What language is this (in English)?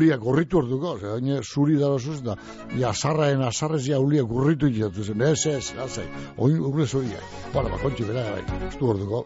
Basque